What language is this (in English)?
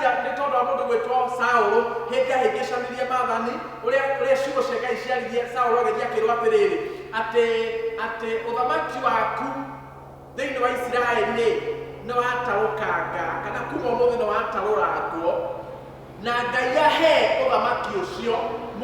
Kikuyu